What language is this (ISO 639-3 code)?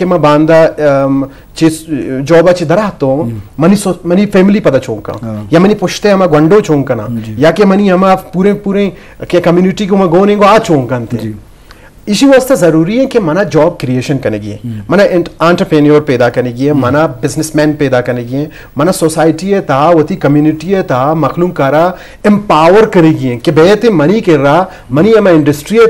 bgp